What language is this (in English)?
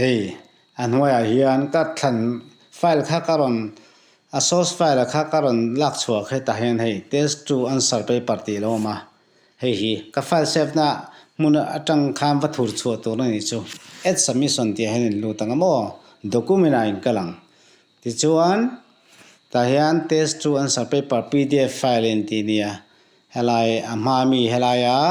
Mizo